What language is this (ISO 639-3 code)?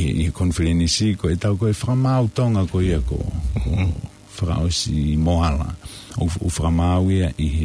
ton